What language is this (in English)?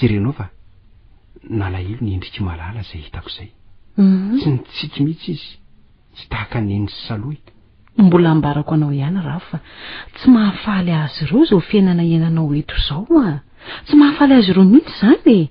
Malagasy